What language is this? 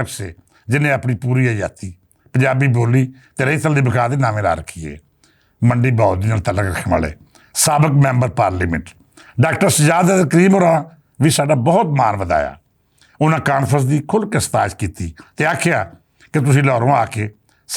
Western Panjabi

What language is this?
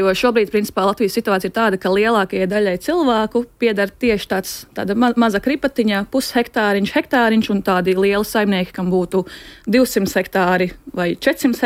Latvian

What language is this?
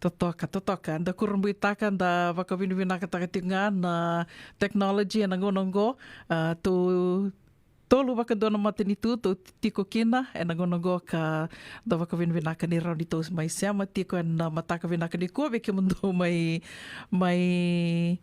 Fijian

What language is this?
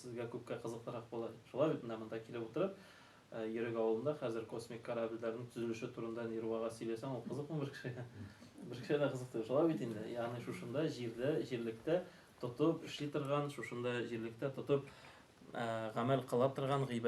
Tatar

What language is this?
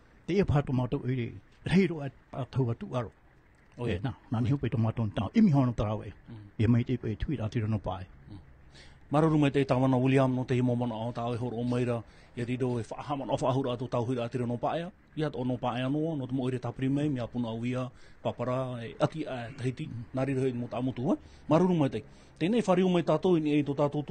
Tahitian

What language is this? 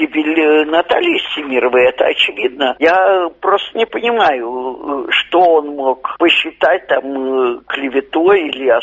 Russian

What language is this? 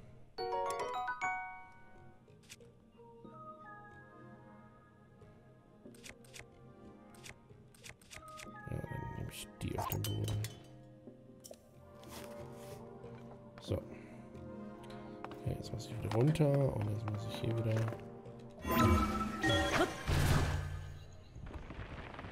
German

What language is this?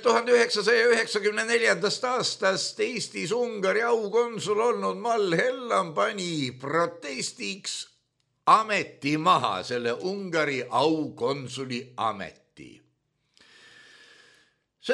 Estonian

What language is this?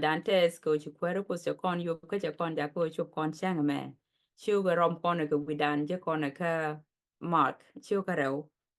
Nuer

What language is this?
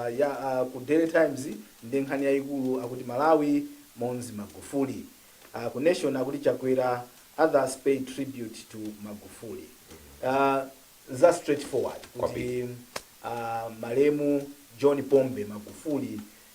Nyanja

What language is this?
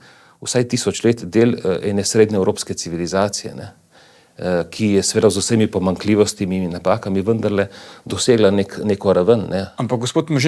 Slovenian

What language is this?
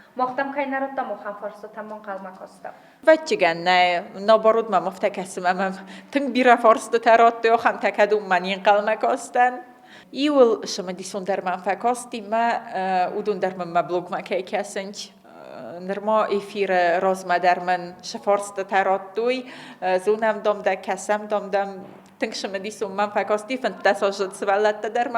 Ossetic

